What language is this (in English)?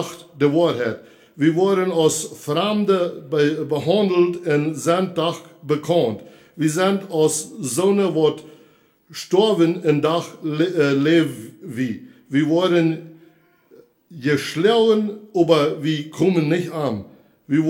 Plautdietsch